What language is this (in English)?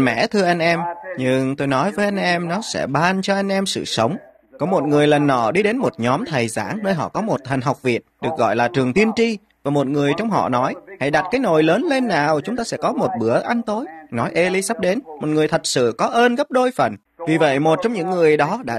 Vietnamese